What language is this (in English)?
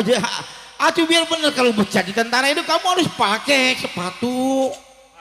Betawi